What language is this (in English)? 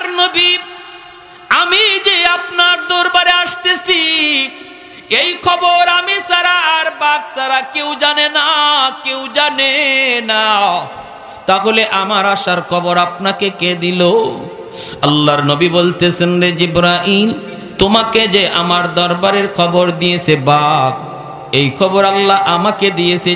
Bangla